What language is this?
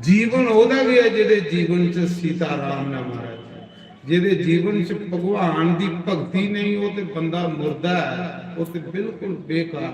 Dogri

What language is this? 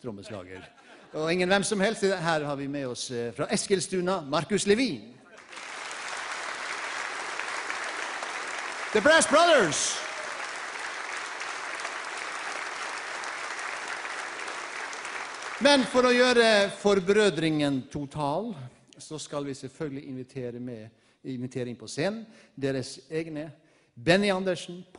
Danish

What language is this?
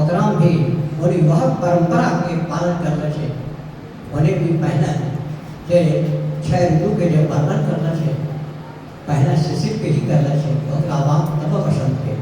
Angika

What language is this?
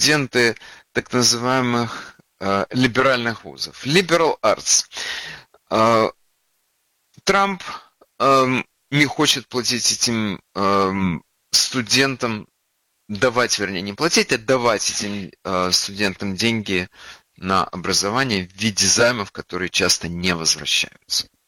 Russian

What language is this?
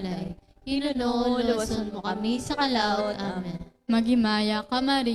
Hiligaynon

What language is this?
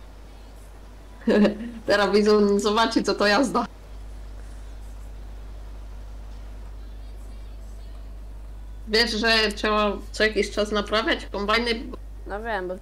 Polish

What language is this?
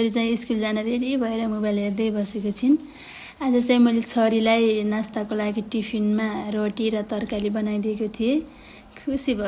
Nepali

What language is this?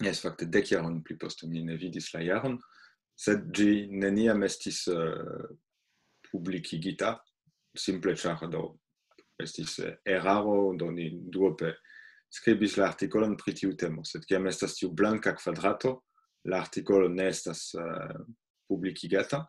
Esperanto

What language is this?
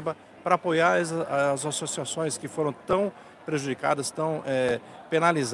Portuguese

